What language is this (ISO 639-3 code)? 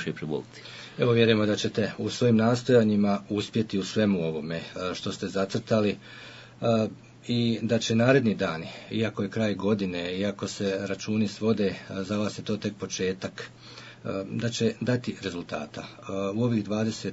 bos